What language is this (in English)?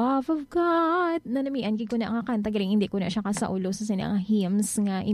Hiligaynon